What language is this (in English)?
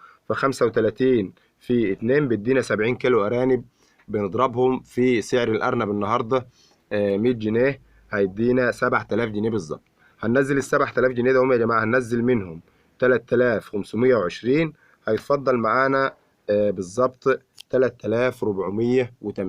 Egyptian Arabic